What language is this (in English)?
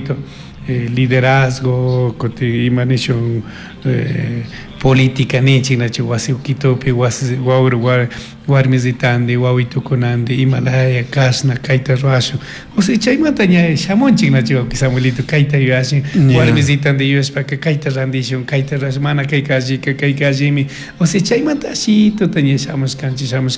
Chimborazo Highland Quichua